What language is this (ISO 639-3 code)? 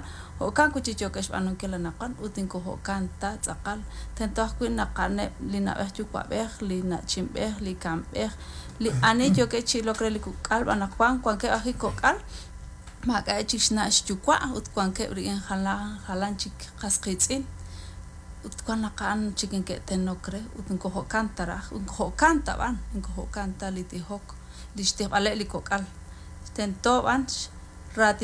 kek